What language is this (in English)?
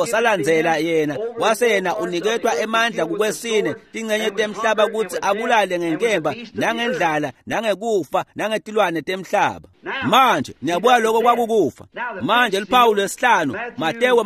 Swati